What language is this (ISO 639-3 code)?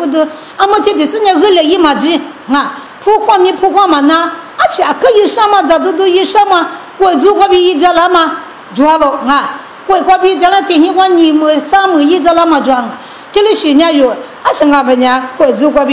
lis